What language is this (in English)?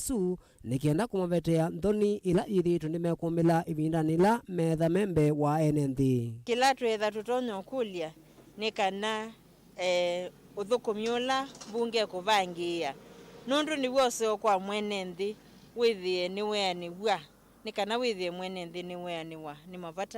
Kamba